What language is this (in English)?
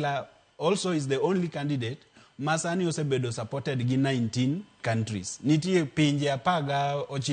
Luo (Kenya and Tanzania)